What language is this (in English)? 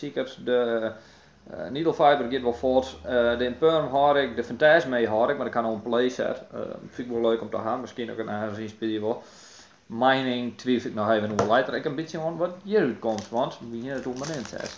Western Frisian